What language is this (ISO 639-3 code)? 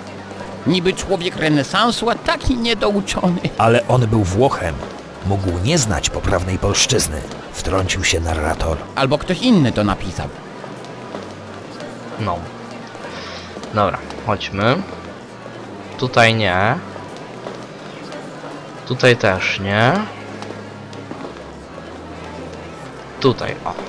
pol